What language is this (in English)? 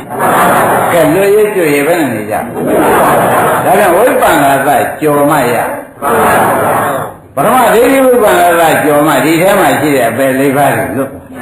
Burmese